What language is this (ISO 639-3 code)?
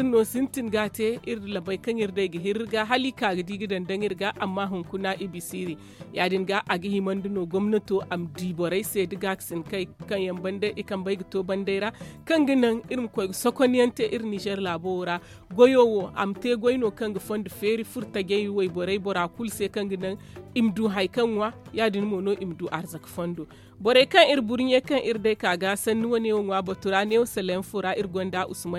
dje